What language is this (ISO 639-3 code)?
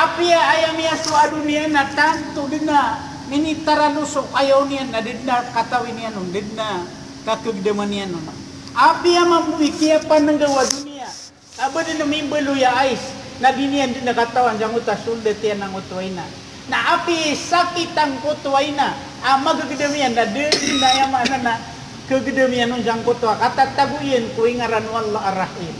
mrw